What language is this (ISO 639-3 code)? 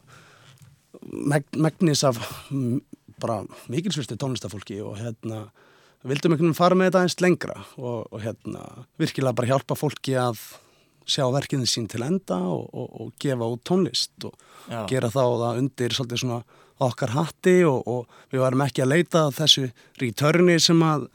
isl